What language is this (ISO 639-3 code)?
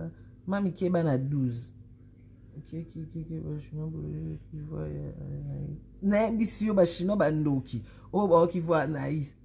lin